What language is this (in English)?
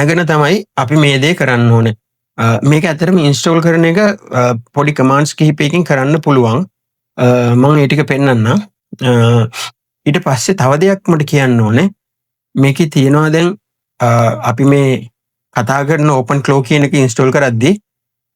Sinhala